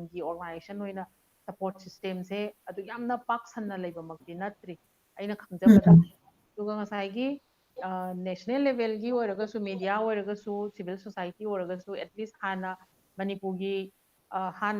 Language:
Manipuri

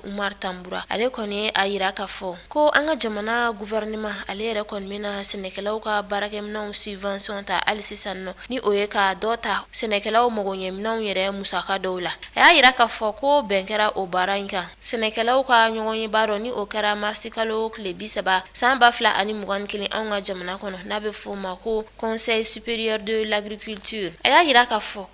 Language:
Bambara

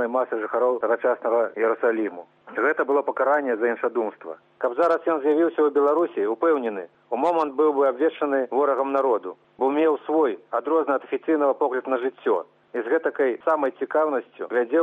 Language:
Belarusian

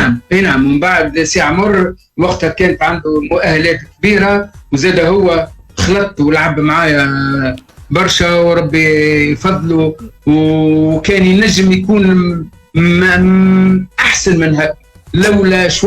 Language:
Tunisian Arabic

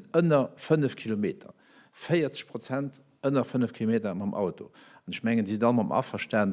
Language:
Luxembourgish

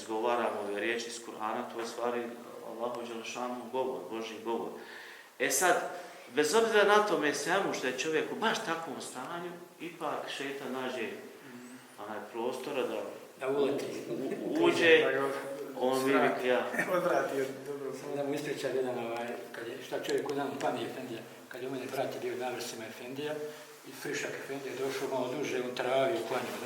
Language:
Bosnian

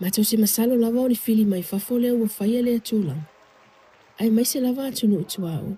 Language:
Samoan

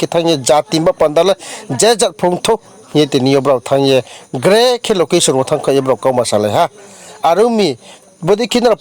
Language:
Riang (India)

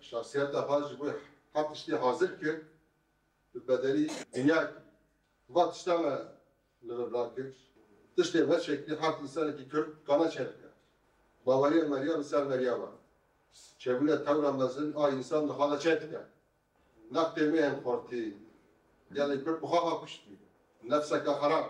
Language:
Kurdish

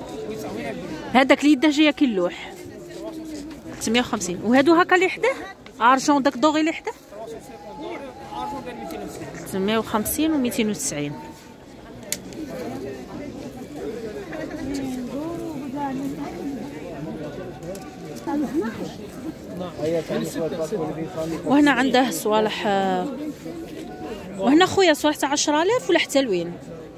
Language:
Algerian Arabic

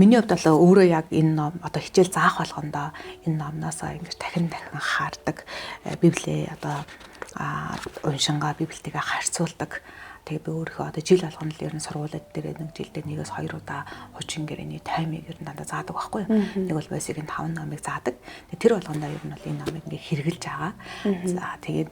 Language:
Mongolian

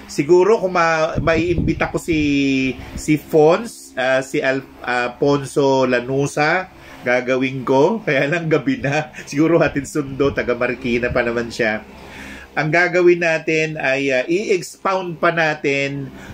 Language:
Filipino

